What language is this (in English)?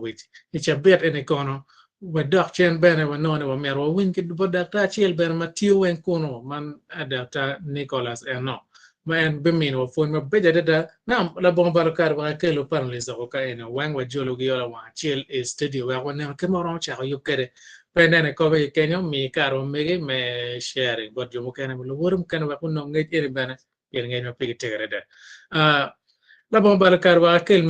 Acoli